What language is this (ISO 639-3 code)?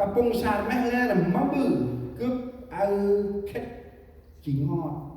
cmo